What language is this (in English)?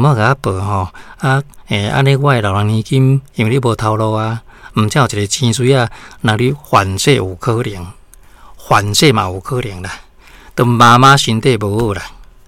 Min Nan Chinese